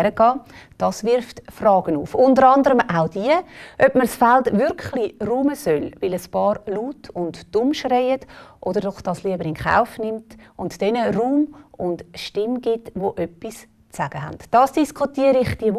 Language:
German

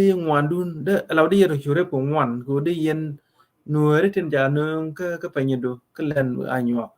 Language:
Nuer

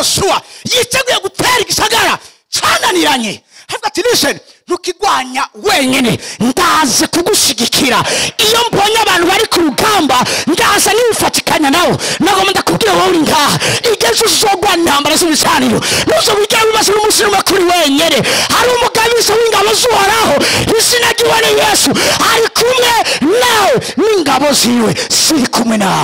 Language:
Rundi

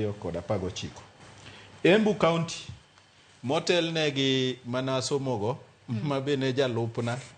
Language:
Luo (Kenya and Tanzania)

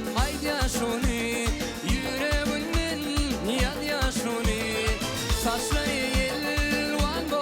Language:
Turkmen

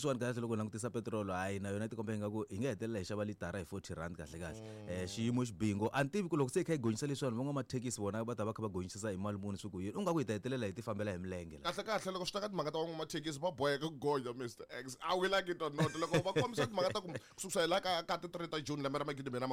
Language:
Tsonga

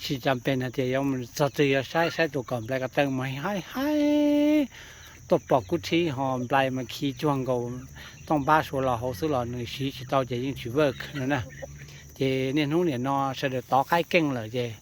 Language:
Hmong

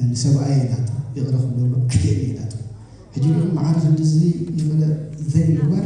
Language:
Tigrinya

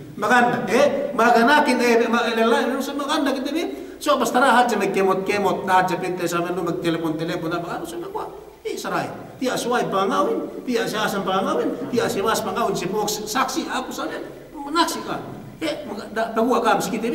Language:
Yakan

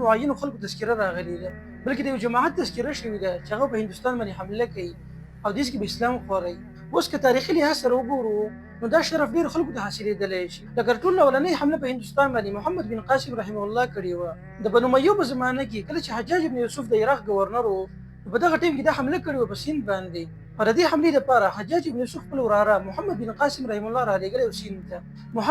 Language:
Pashto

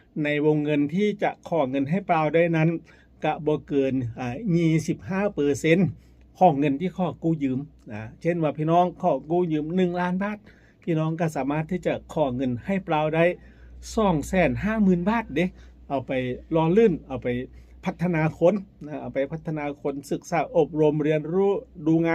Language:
Northeastern Thai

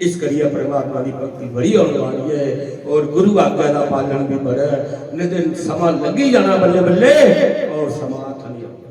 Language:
Dogri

